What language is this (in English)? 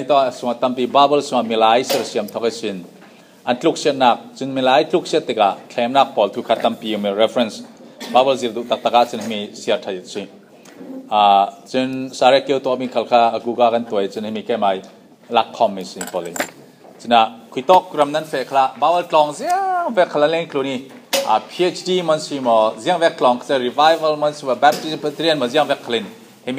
Falam Chin